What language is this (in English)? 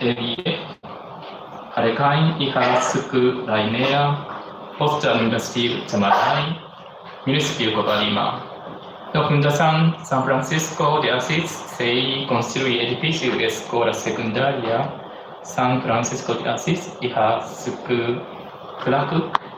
Tetum